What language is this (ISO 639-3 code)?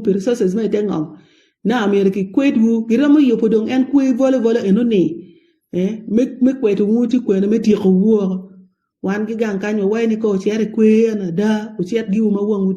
ach